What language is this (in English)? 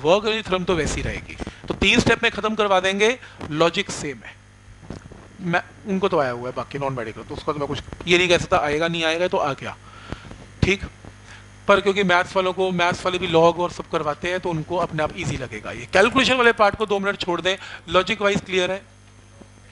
Hindi